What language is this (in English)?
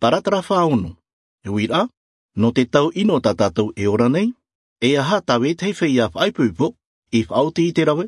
Albanian